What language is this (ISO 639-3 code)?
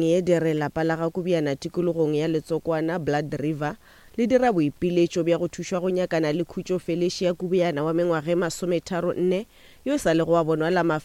nso